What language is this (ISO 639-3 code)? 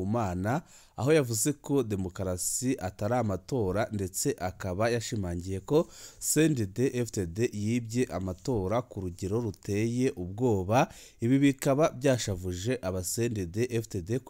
run